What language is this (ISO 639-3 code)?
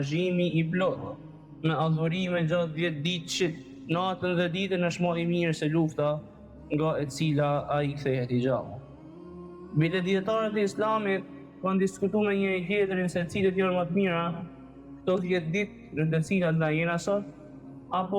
sqi